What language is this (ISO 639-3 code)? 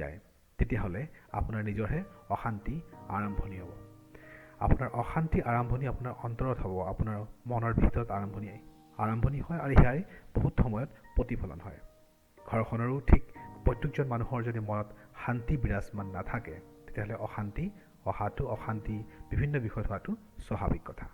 asm